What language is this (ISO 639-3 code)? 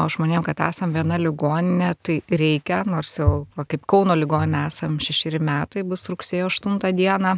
lit